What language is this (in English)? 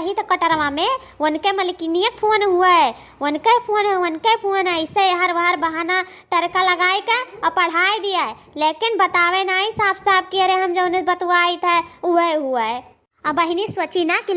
Awadhi